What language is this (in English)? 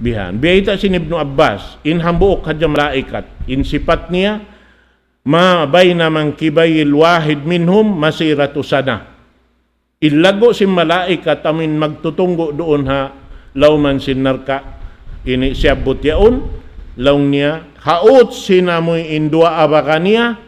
Tausug